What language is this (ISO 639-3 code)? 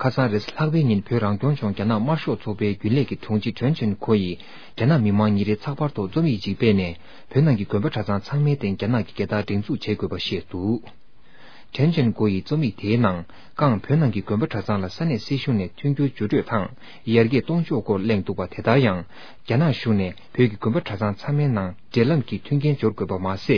bod